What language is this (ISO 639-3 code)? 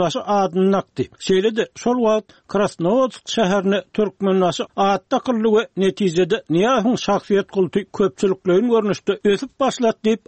tuk